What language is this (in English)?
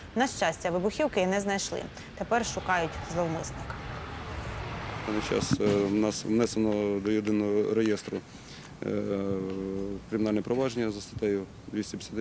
Ukrainian